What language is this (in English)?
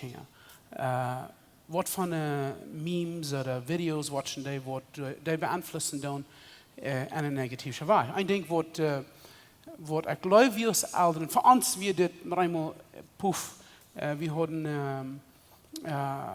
Plautdietsch